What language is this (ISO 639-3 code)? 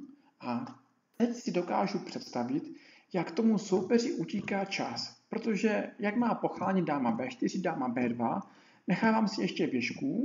ces